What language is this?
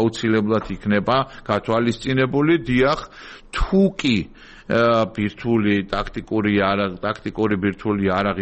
Georgian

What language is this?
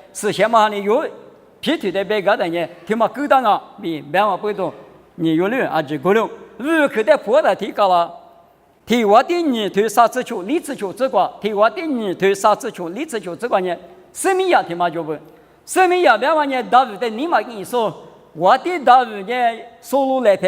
Lisu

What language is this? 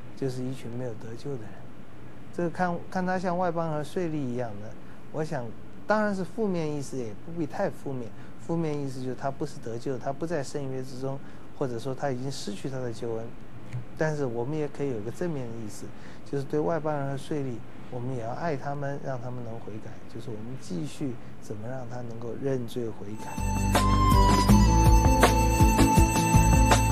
Chinese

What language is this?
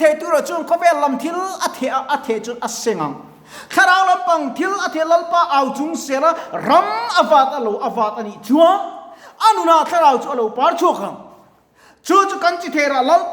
Mizo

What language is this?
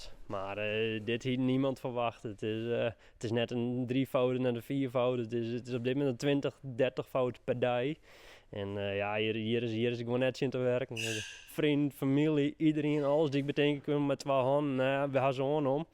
Western Frisian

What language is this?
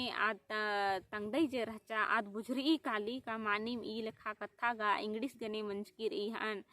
Kurukh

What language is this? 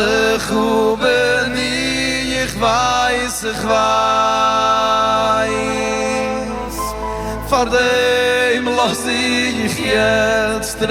Yiddish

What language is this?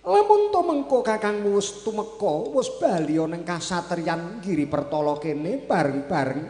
Javanese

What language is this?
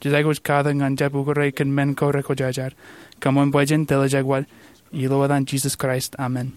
Marshallese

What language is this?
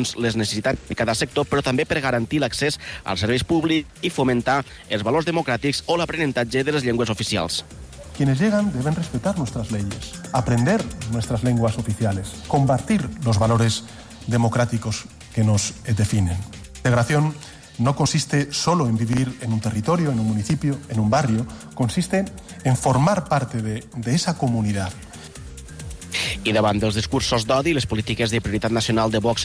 Catalan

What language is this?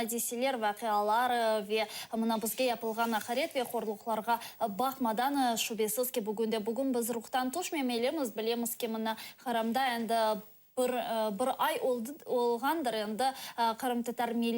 Crimean Tatar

